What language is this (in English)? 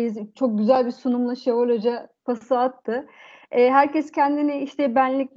Turkish